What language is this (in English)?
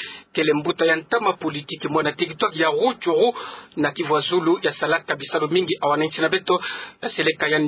Kituba (Democratic Republic of Congo)